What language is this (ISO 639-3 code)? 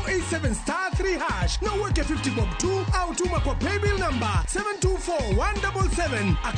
luo